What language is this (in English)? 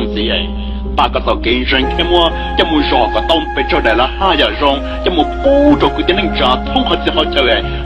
Hmong